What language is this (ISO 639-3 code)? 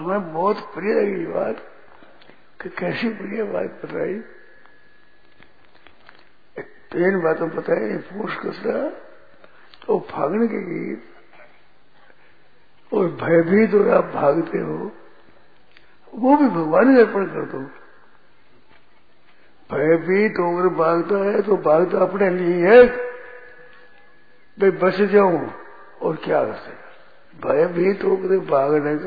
hin